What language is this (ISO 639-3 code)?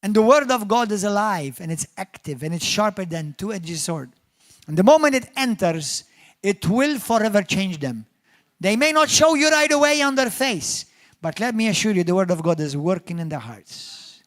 eng